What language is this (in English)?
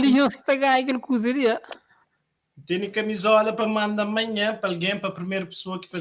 Kabuverdianu